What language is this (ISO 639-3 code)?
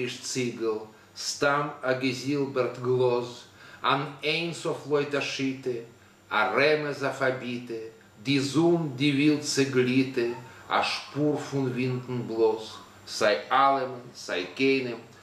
yid